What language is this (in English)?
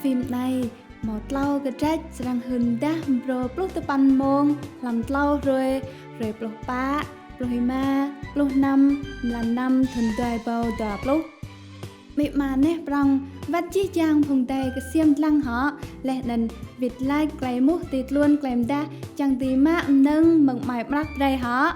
Rade